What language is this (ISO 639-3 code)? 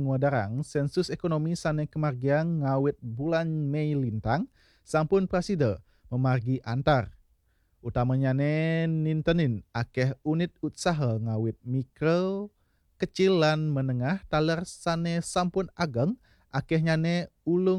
ban